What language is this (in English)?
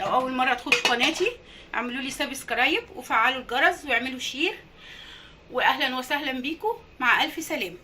Egyptian Arabic